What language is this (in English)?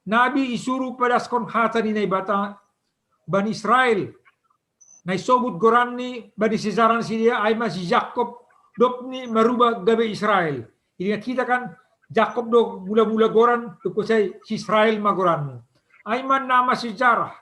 Batak Simalungun